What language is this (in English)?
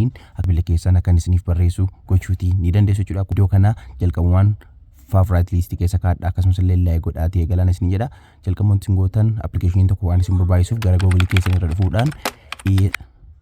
Oromo